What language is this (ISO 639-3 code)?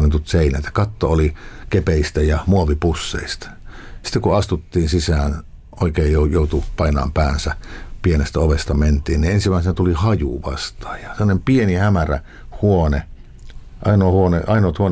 fin